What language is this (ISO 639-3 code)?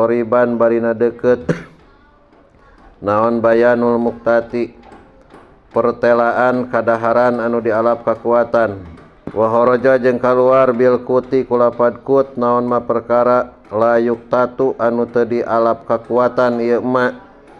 sun